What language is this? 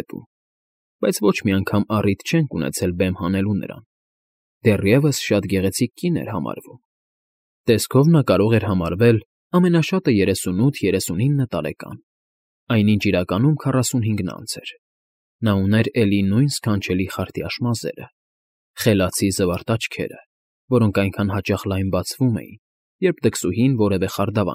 Armenian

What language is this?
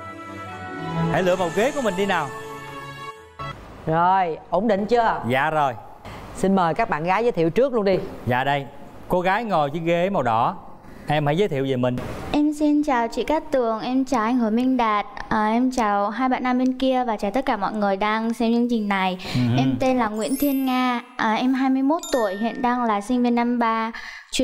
Vietnamese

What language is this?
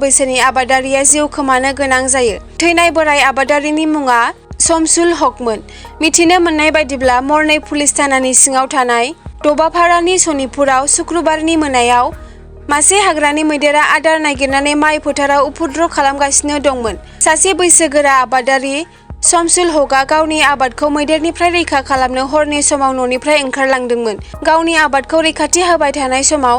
Bodo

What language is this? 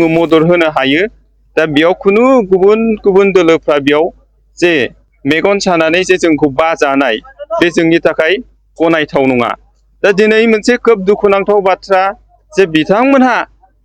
Bodo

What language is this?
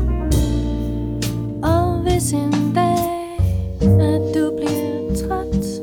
Danish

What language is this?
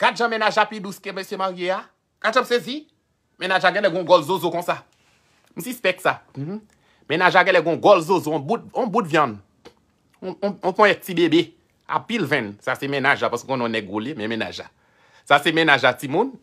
Haitian Creole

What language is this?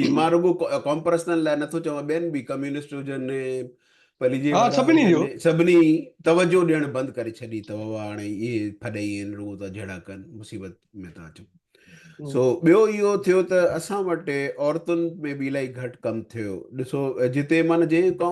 Sindhi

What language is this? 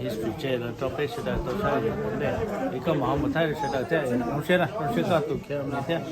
Hmong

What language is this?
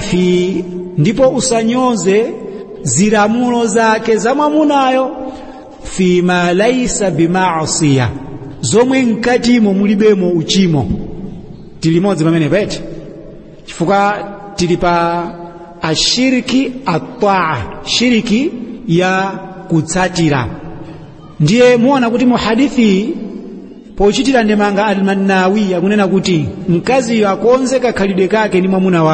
Nyanja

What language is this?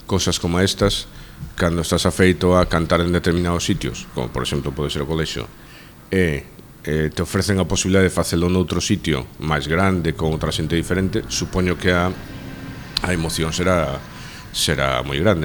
Galician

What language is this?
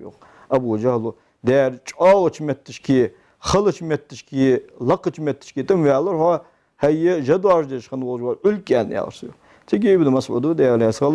Ingush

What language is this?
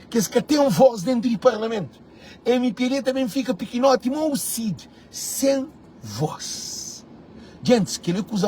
Kabuverdianu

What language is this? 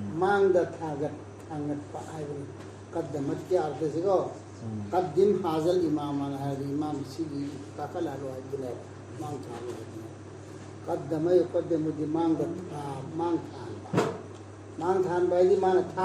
Manipuri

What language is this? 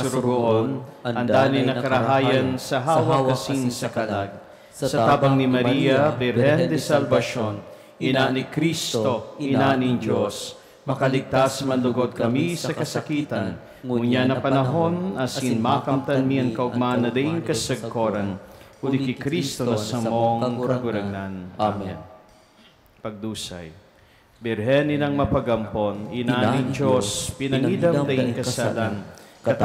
Bikol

